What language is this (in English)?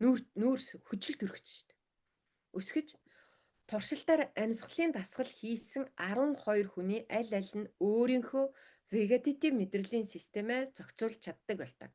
Mongolian